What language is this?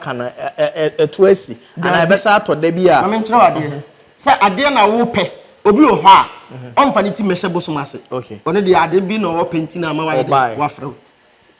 Akan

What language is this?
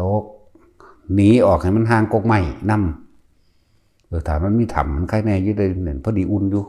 Northeastern Thai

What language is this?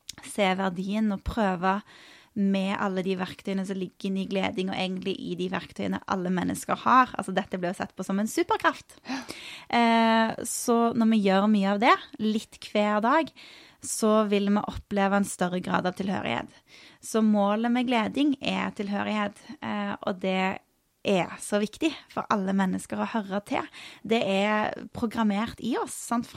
Norwegian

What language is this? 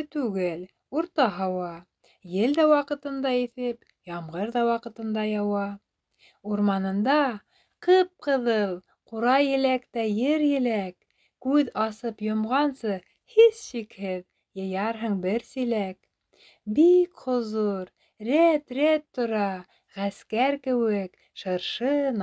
Bashkir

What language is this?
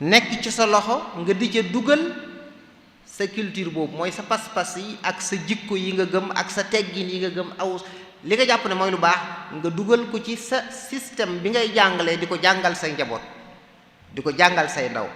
Wolof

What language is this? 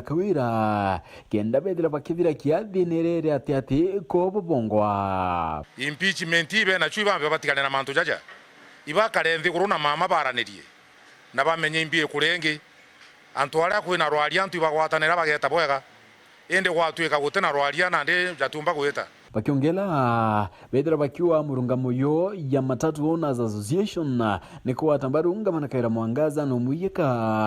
Meru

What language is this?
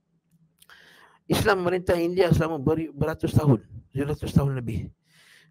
Malay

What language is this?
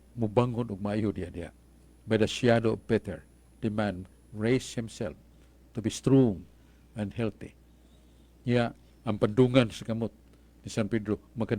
Cebuano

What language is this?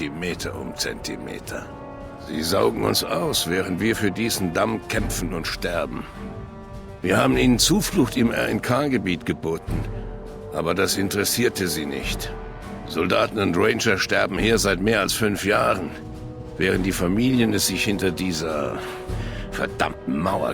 Bavarian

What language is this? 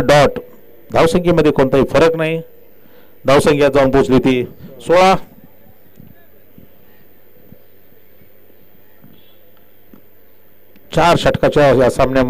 Marathi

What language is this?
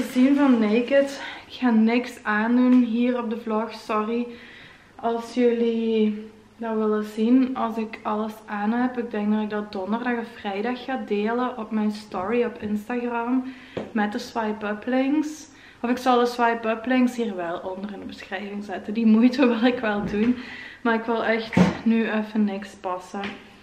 Dutch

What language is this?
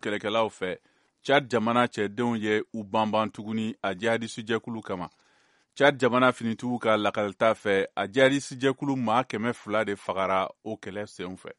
Bambara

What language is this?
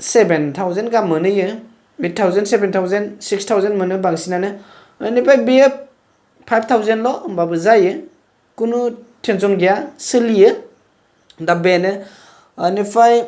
Bodo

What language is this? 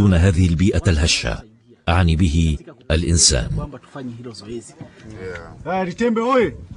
Arabic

